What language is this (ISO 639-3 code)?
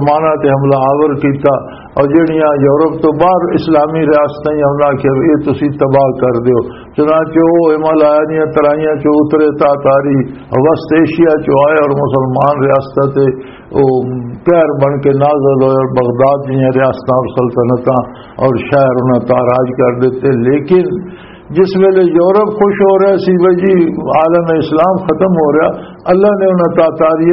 lah